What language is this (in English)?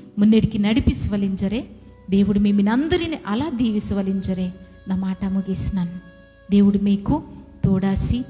Koya